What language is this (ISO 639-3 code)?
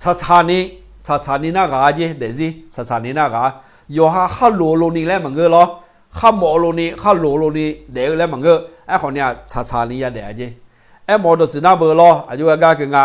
ahk